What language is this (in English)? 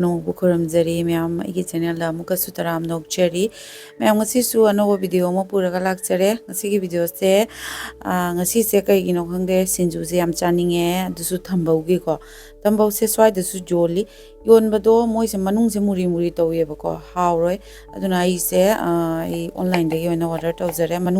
Manipuri